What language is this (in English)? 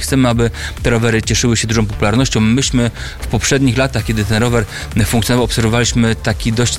Polish